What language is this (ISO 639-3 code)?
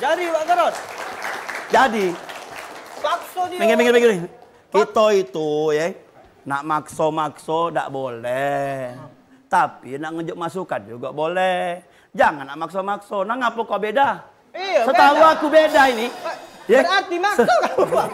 mui